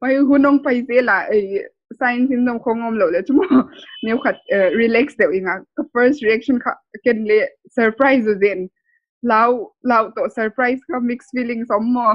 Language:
Paite Chin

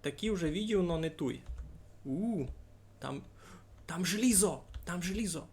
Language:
Rusyn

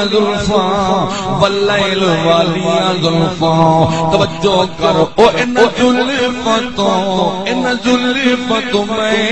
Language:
Saraiki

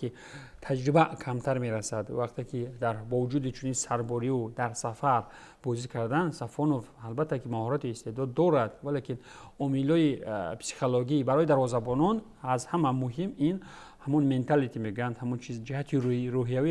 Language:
Tajik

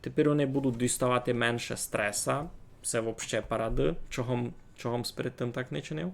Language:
Rusyn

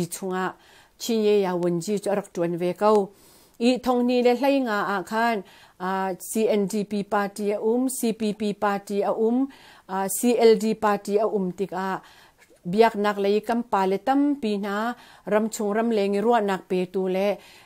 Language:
Hakha Chin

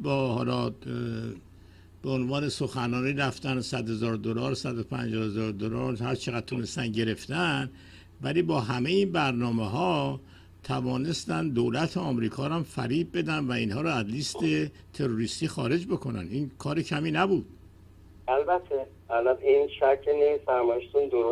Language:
Persian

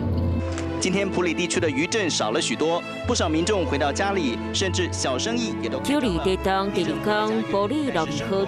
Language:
Min Nan Chinese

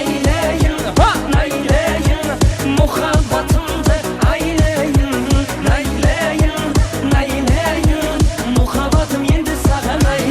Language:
Kara-Kalpak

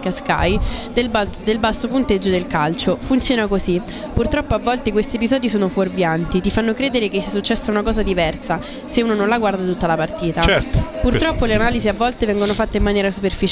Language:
Italian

